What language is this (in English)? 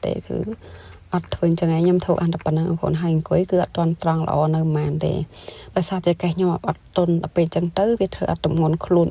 Khmer